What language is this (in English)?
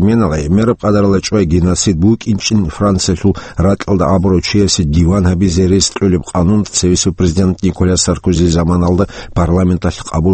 Avaric